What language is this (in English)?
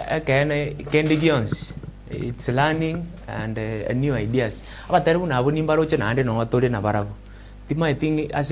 Gusii